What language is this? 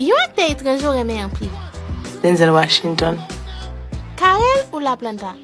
Haitian Creole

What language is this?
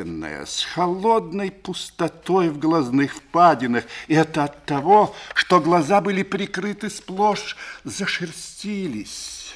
Russian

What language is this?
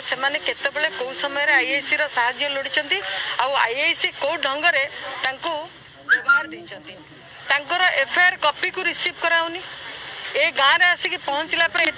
Odia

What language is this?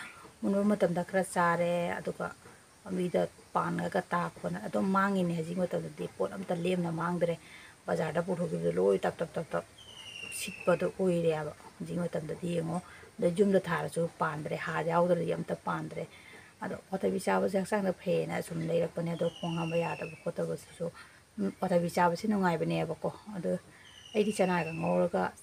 Manipuri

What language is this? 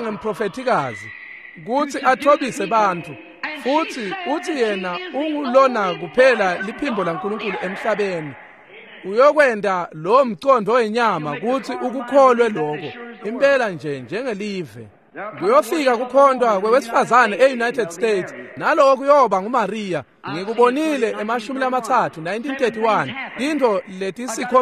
Swati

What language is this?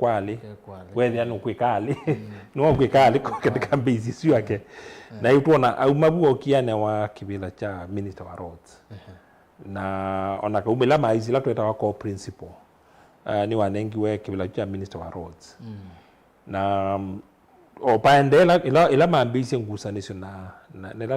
Kamba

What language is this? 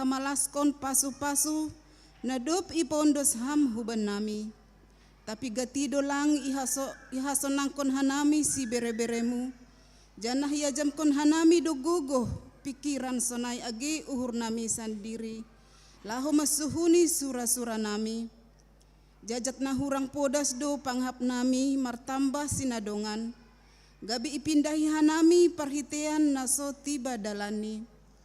Batak Simalungun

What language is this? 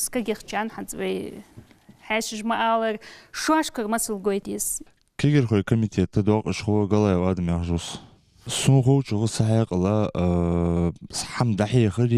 Ingush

